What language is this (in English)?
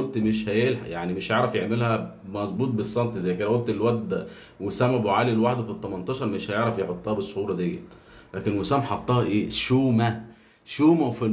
Egyptian Arabic